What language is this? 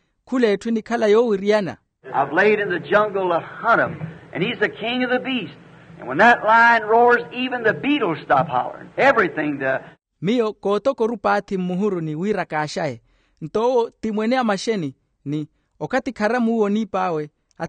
Makhuwa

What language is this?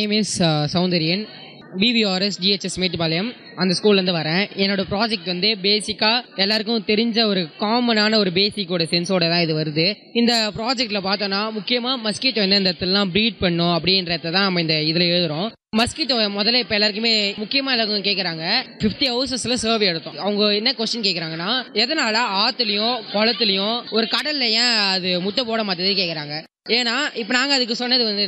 Tamil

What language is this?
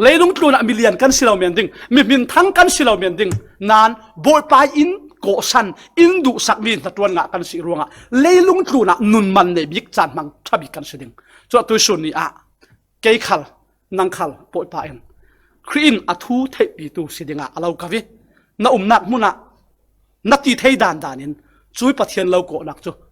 Falam Chin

